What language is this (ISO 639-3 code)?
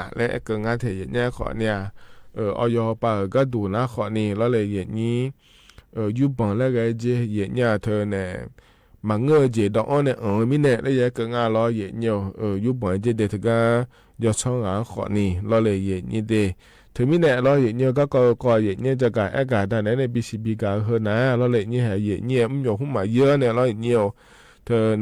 ahk